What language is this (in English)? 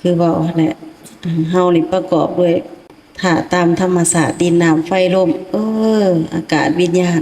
Lao